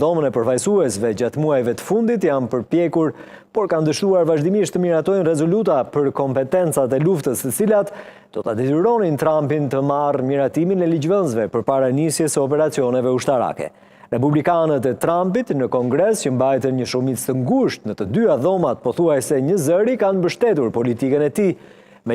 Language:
Albanian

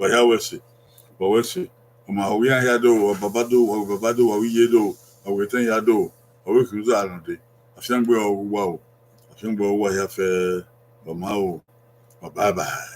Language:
Bini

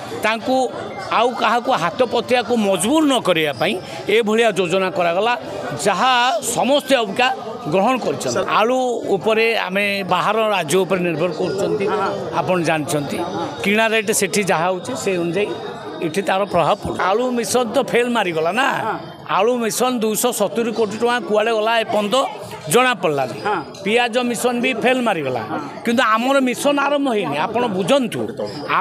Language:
Odia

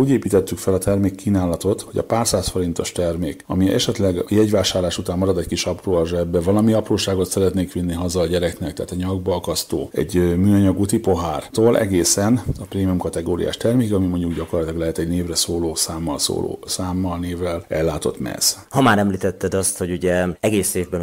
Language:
Hungarian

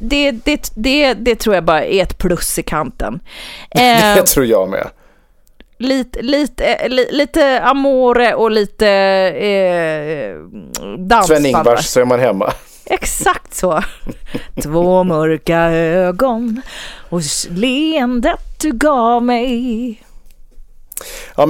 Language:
Swedish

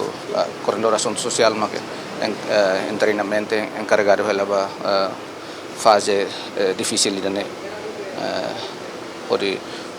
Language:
Tetum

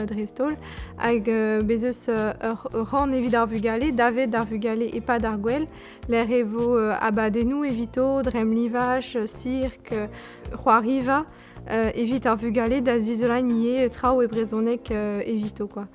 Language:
Breton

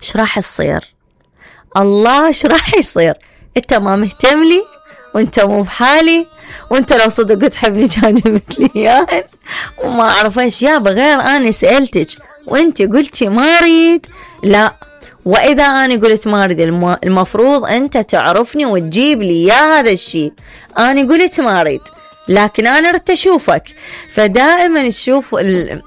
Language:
Mesopotamian Arabic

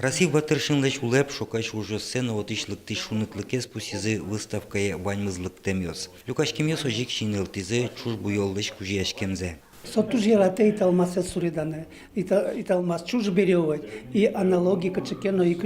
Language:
Udmurt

